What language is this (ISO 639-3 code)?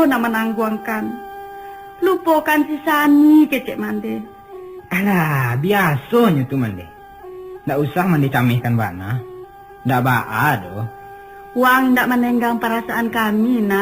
min